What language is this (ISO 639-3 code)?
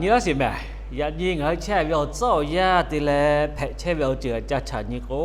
lhu